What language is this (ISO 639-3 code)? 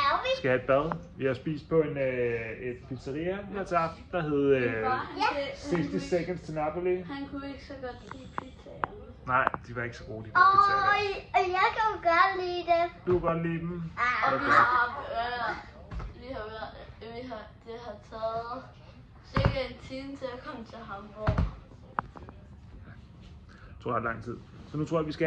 dan